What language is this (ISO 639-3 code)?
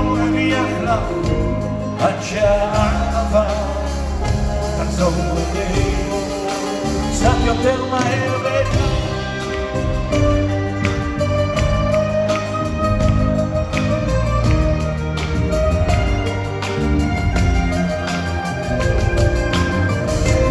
heb